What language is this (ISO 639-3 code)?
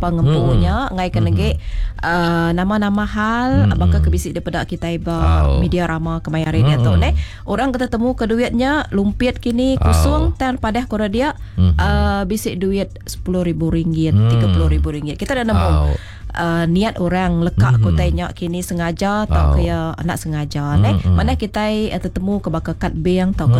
iba